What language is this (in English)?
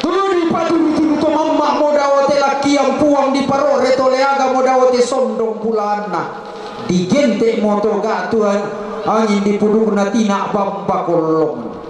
Toraja-Sa'dan